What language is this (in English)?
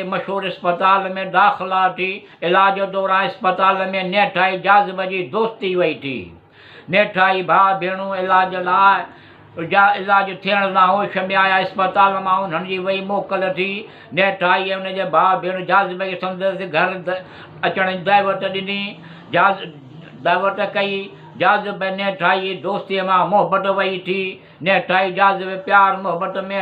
Sindhi